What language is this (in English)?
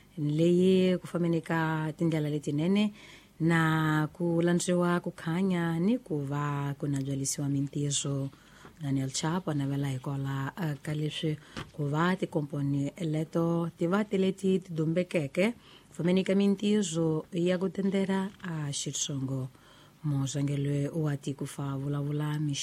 Tsonga